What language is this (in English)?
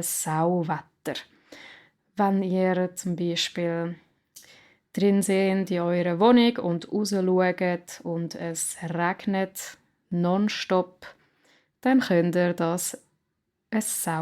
Swiss German